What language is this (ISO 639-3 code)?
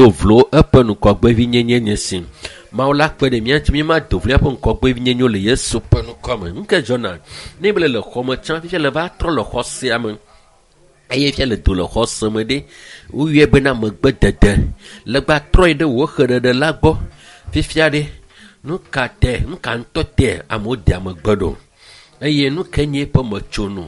ewe